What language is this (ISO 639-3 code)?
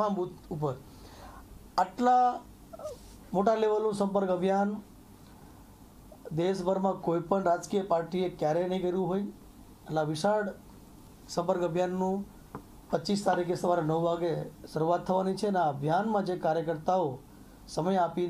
guj